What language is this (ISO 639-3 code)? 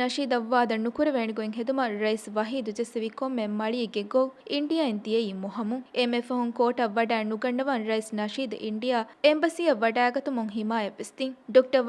div